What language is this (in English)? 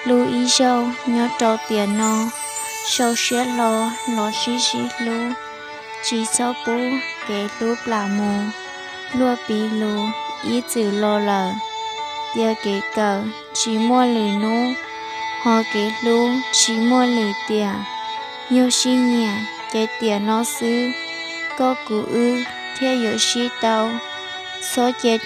Hmong